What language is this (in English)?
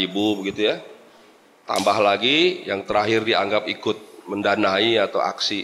Indonesian